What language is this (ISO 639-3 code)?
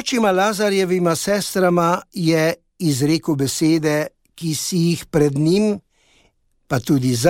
slv